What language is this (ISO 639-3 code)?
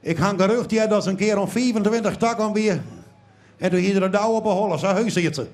fry